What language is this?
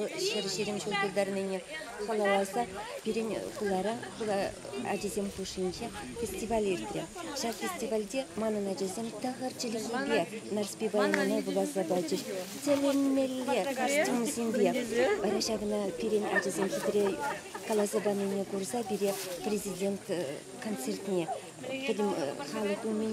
Chuvash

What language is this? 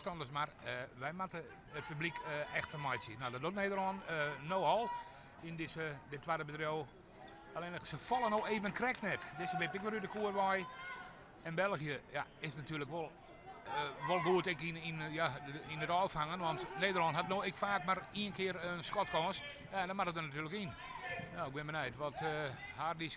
Western Frisian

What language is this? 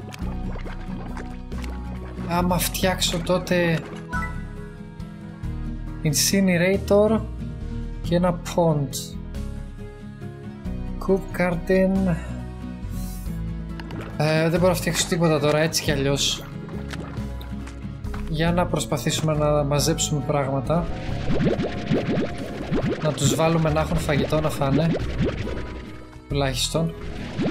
Greek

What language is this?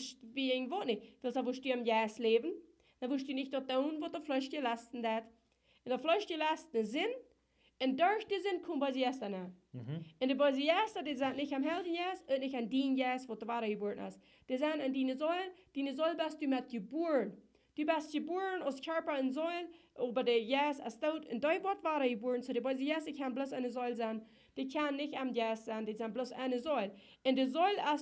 Plautdietsch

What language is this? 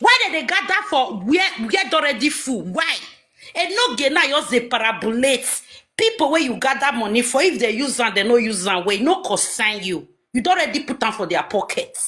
Nigerian Pidgin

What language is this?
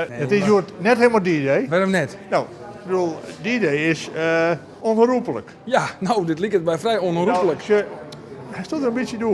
Western Frisian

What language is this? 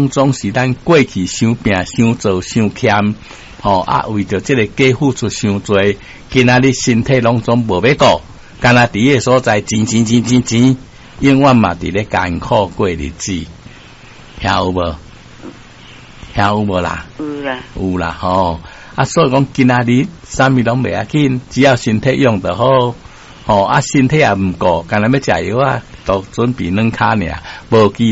Min Nan Chinese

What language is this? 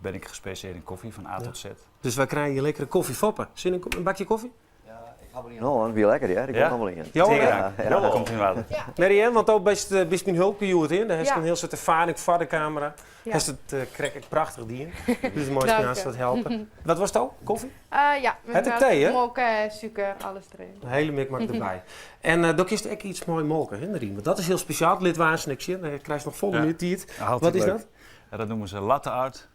Western Frisian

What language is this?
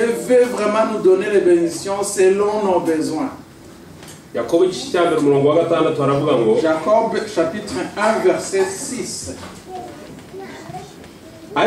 Kinyarwanda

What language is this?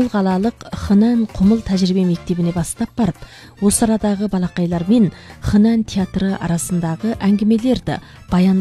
Kazakh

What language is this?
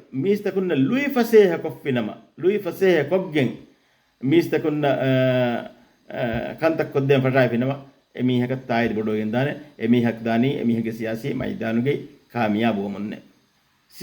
Divehi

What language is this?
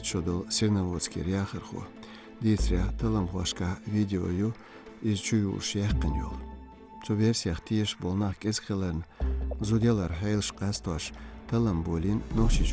Chechen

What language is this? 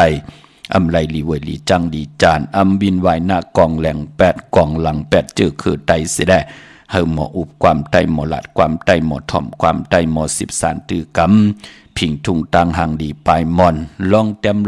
Shan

